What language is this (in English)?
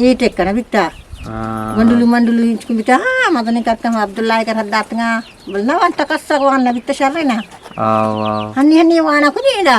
Eastern Balochi